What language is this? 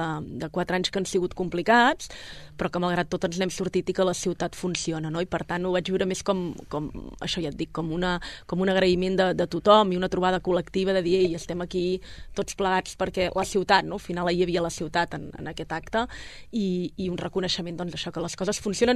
Catalan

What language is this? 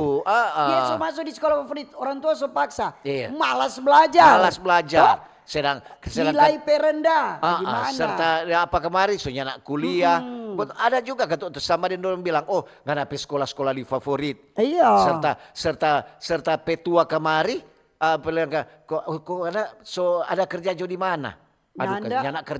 Manado Malay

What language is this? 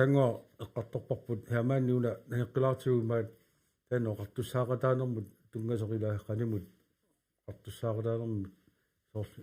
Kalaallisut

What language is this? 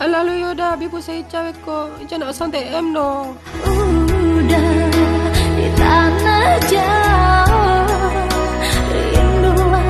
Minangkabau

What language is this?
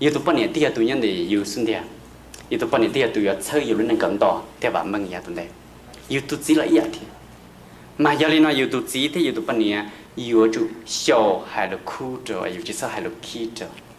Hmong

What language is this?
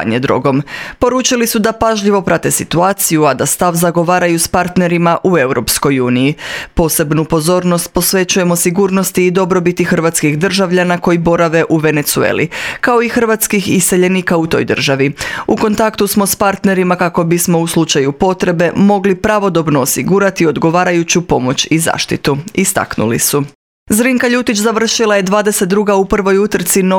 Croatian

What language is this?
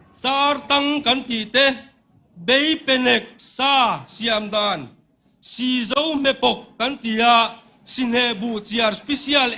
Mizo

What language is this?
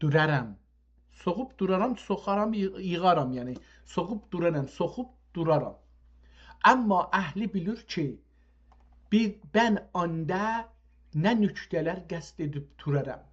South Azerbaijani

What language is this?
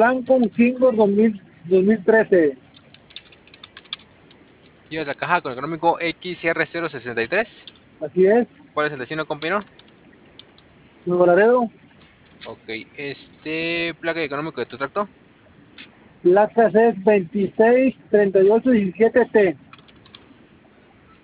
Spanish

